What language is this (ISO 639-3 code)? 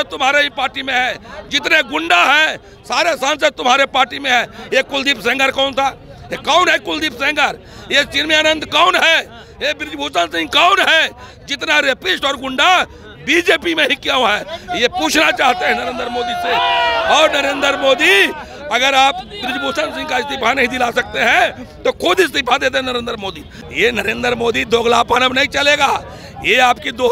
hin